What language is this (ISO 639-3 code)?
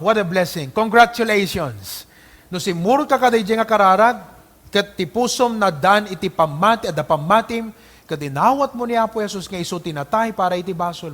ilo